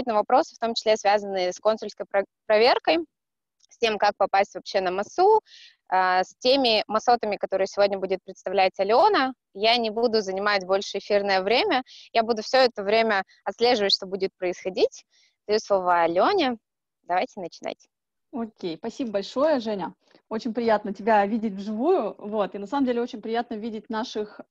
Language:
Russian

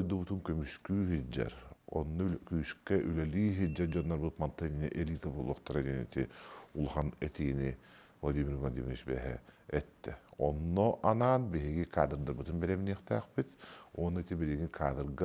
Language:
Yakut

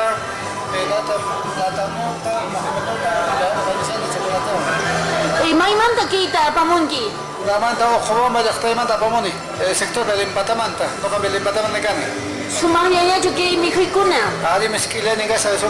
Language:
Quechua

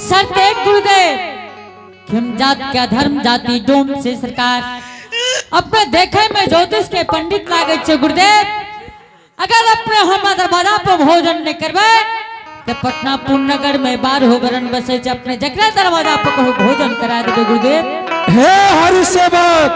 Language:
Angika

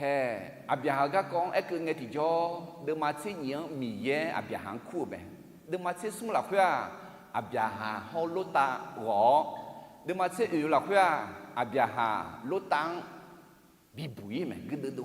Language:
Akha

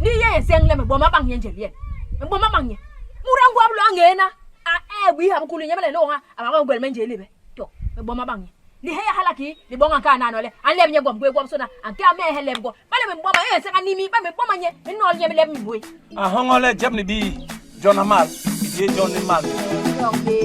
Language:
Basaa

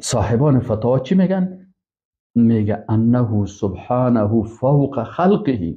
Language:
Persian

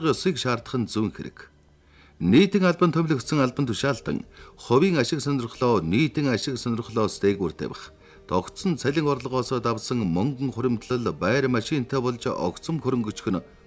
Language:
Mongolian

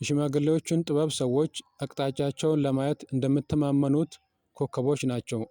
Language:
Amharic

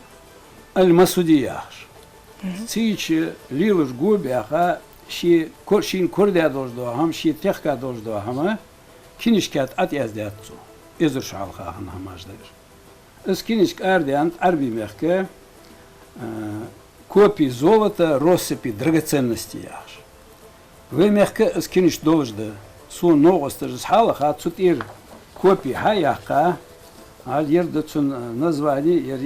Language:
Ingush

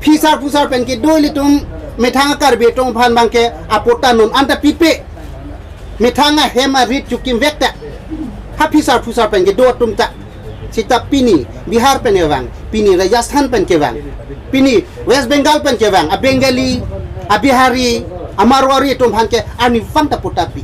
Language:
Karbi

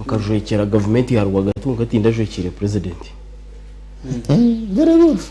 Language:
Nyankole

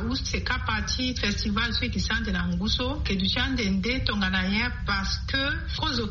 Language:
Sango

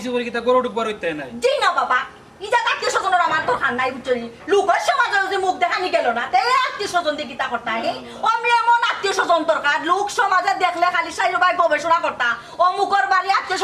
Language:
Sylheti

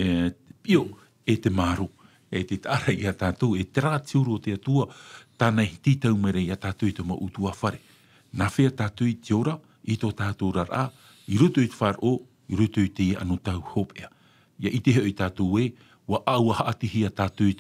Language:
Tahitian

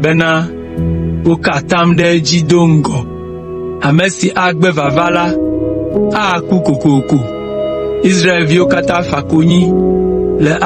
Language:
Ewe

